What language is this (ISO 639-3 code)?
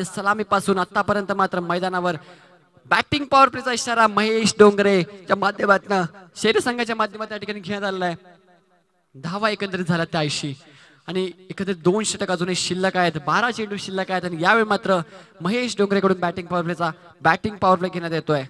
mar